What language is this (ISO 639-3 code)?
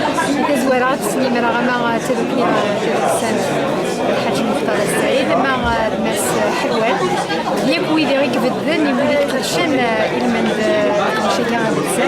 kab